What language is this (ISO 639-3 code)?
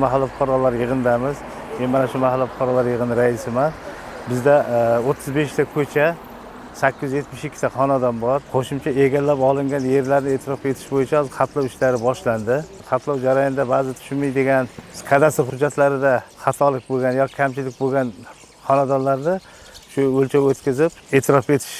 uzb